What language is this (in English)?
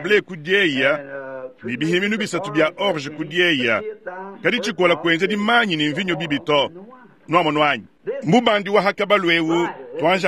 Luba-Lulua